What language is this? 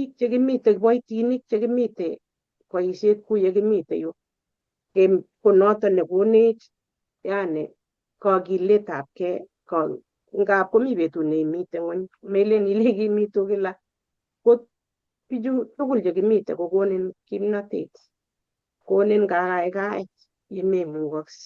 Kalenjin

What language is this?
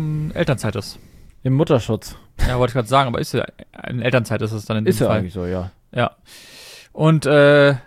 German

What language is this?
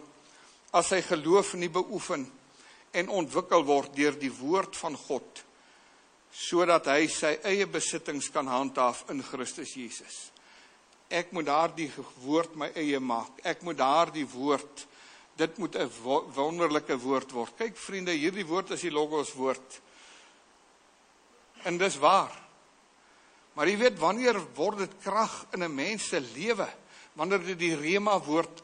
Afrikaans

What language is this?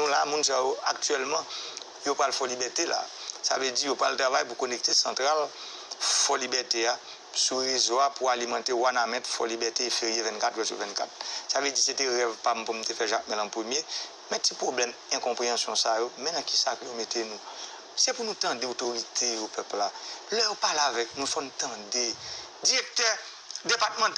Haitian Creole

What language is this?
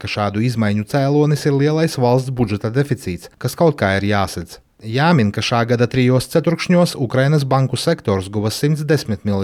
Latvian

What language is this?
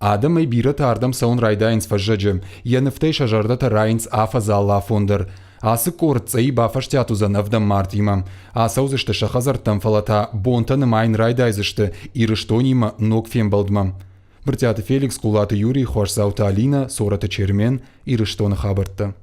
Ossetic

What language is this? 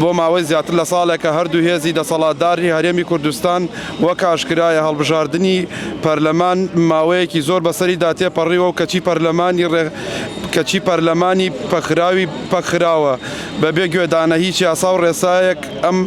Central Kurdish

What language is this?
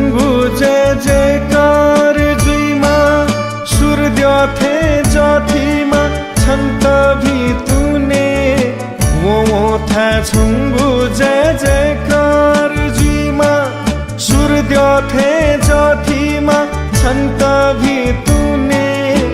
Newari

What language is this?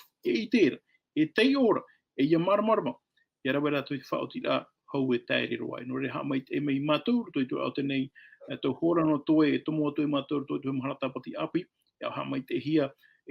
Tahitian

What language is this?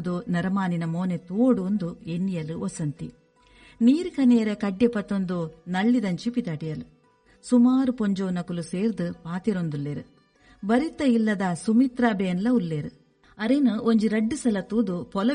Tulu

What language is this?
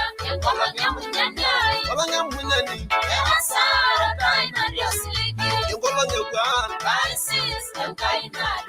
Masai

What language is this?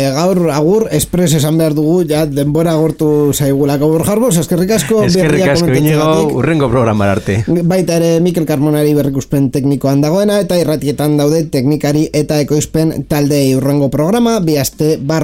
Basque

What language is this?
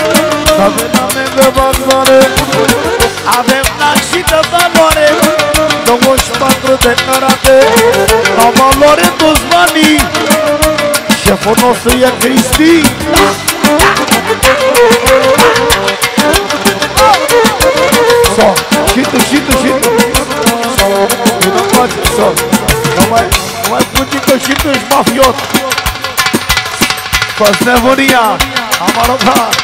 Romanian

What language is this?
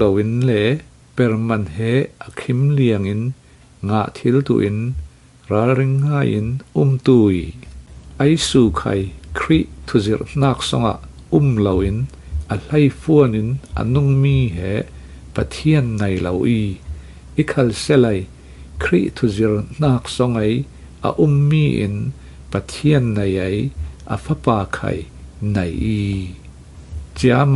Falam Chin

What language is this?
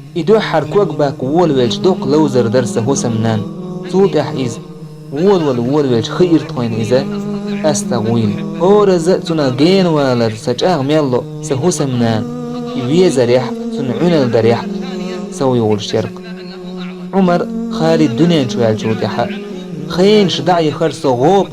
Chechen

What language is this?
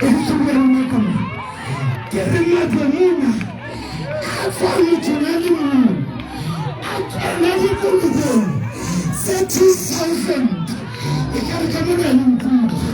Southern Sotho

